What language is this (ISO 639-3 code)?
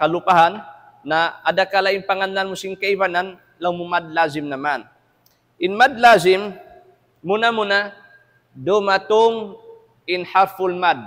tsg